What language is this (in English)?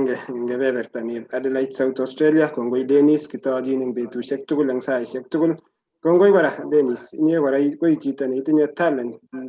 Kalenjin